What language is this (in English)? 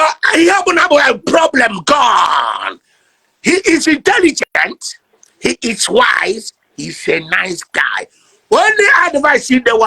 Igbo